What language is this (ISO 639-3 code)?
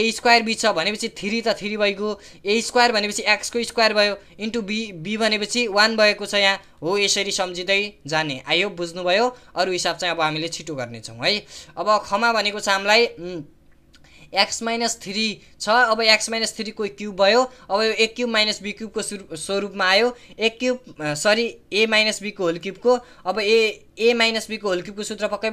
nep